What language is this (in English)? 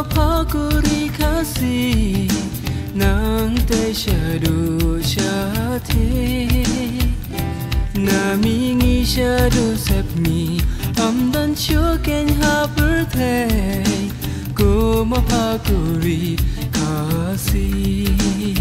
Khasi